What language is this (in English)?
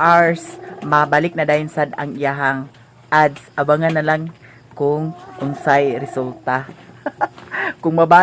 Cebuano